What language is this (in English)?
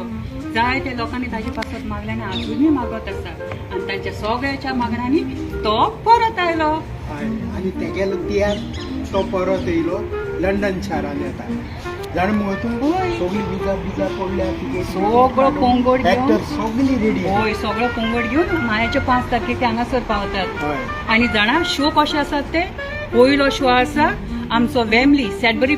Konkani